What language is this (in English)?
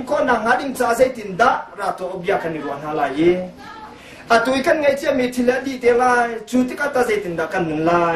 Hakha Chin